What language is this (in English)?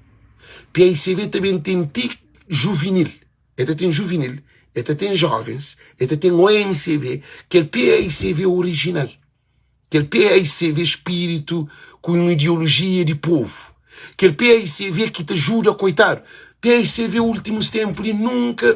Kabuverdianu